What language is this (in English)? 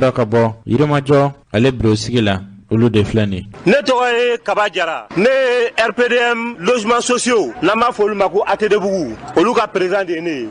Bambara